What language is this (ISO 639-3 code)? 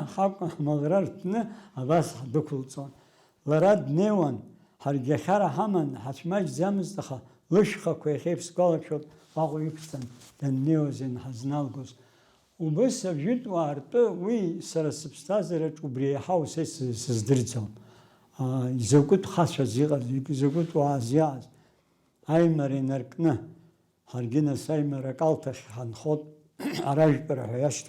abk